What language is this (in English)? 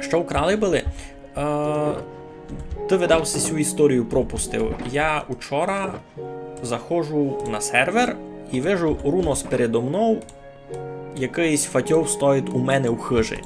Rusyn